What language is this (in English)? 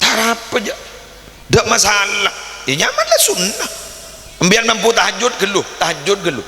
Madurese